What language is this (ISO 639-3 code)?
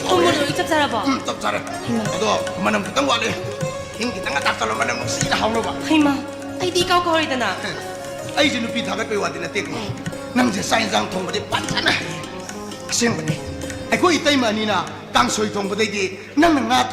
mni